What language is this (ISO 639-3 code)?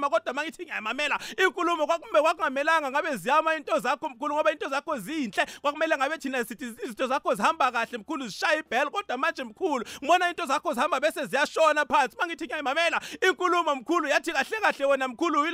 nbl